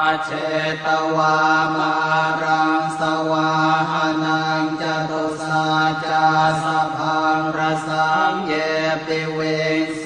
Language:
Pali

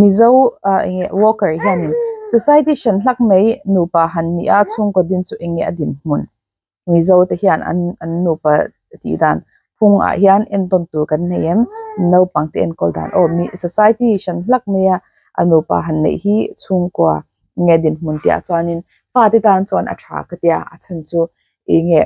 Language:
Mizo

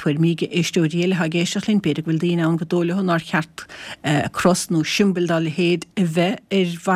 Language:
Irish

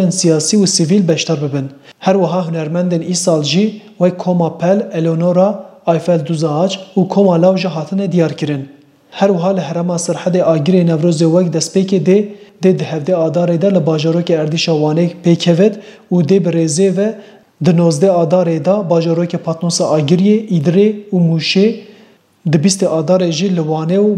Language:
Kurdish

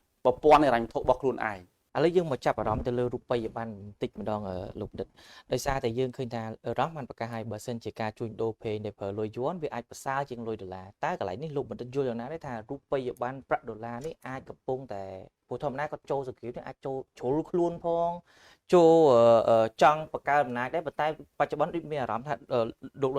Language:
Khmer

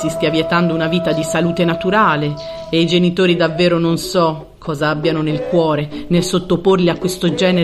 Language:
Italian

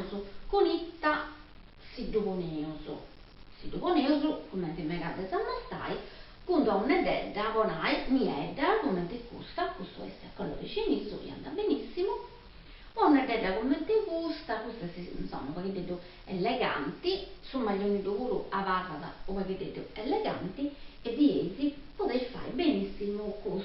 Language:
Sardinian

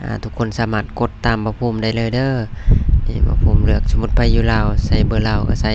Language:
Lao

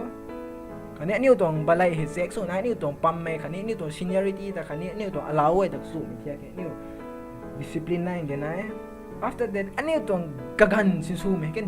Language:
Rongmei Naga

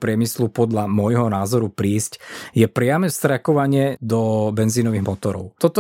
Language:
Slovak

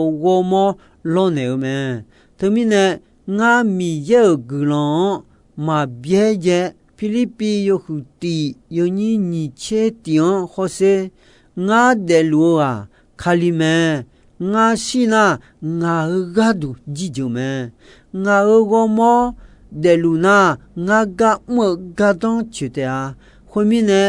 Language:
Akha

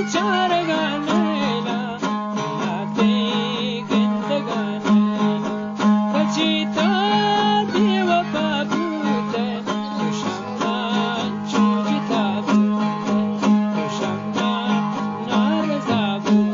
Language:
Eastern Balochi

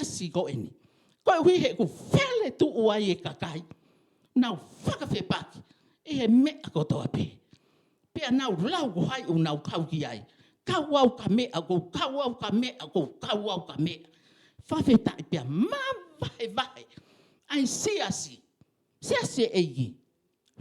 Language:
Tongan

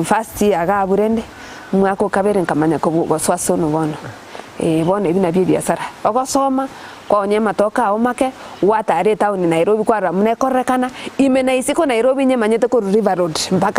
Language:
Gusii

